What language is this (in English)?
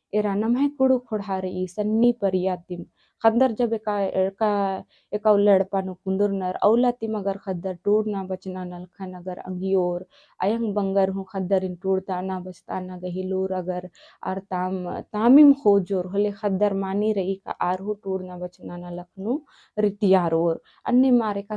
Kurukh